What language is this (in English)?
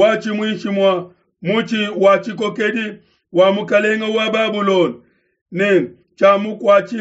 Luba-Lulua